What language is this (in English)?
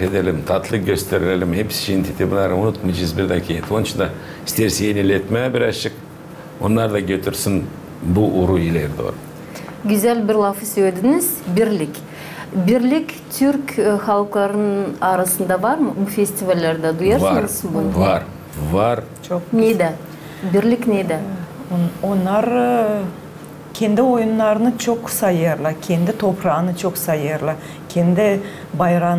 Gagauz